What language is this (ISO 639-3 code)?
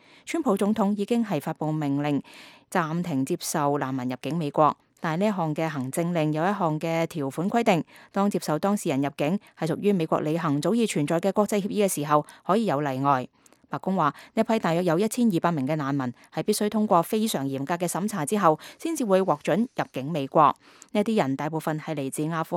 yue